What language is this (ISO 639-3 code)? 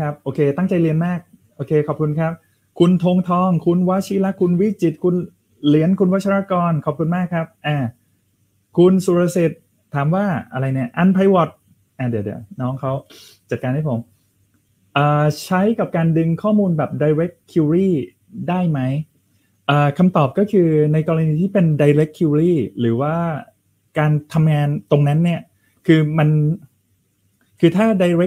tha